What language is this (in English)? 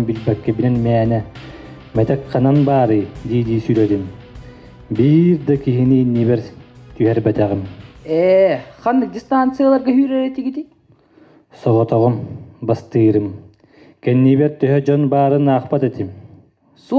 Yakut